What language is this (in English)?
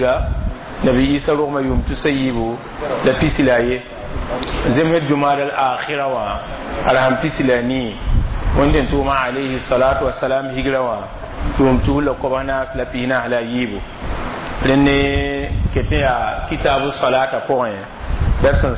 Mossi